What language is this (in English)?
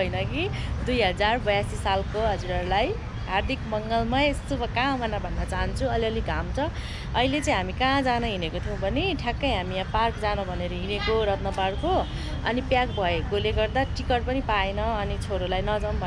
Nepali